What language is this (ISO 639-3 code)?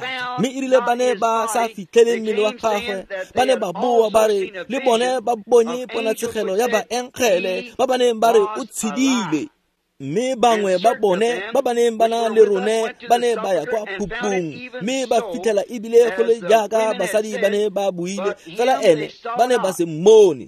tsn